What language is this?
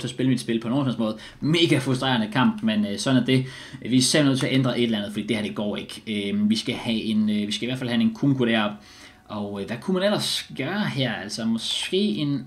Danish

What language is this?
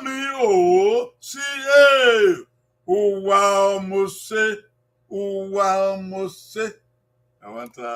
Bini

